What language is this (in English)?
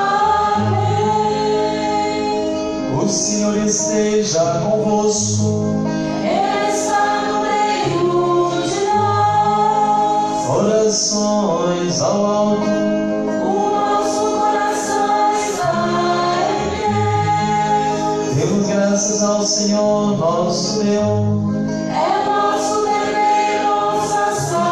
Portuguese